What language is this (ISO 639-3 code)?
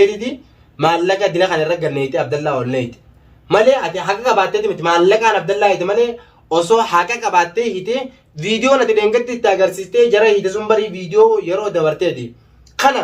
orm